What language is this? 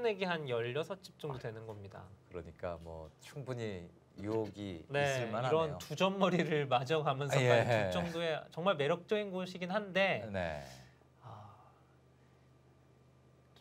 Korean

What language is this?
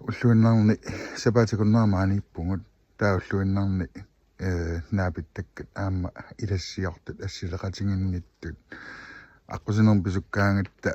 Kalaallisut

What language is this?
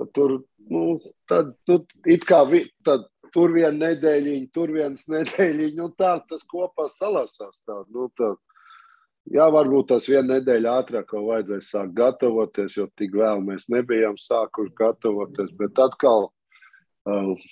Latvian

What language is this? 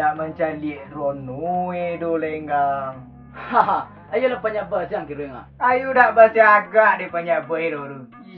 Minangkabau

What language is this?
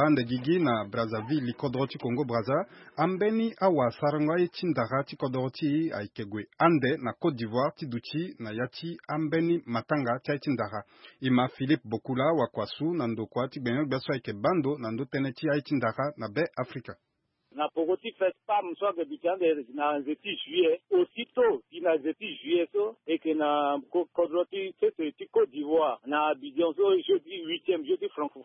Sango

